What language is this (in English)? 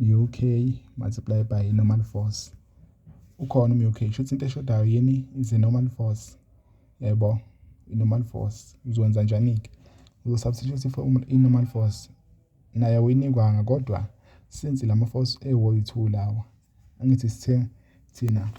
Zulu